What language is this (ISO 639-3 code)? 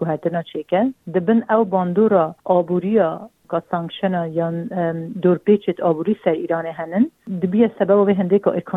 kur